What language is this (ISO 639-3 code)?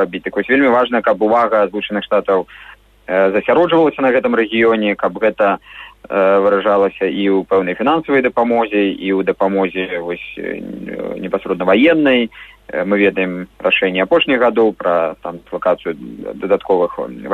bel